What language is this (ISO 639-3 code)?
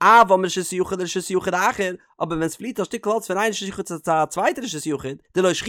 yid